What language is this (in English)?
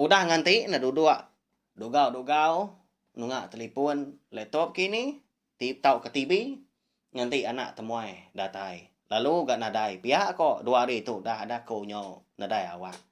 Iban